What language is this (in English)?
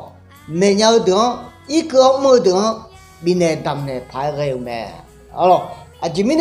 Akha